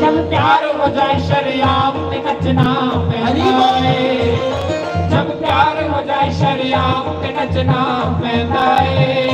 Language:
Dogri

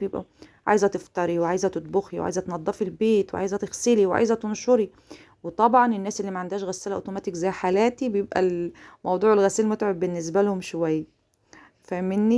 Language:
Egyptian Arabic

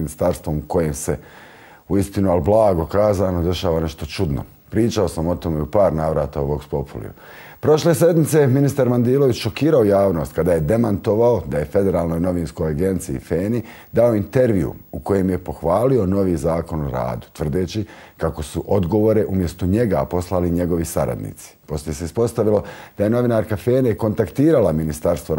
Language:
Bosnian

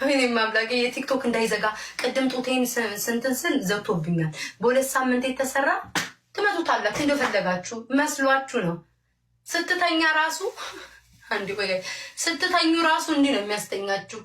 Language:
Amharic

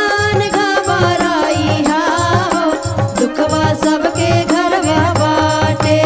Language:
Bhojpuri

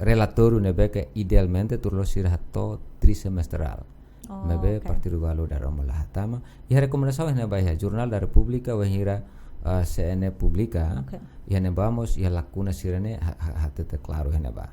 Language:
Tetum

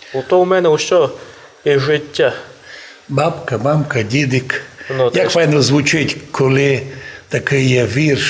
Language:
Rusyn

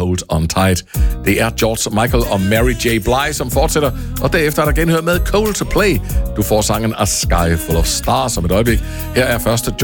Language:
Danish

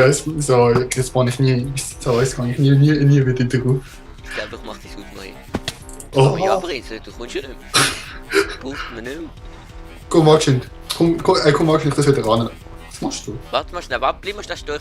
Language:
Swiss German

